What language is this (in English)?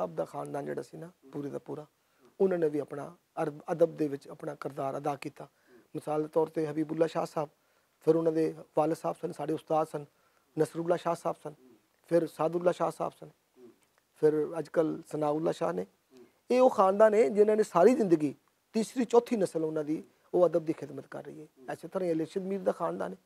Western Panjabi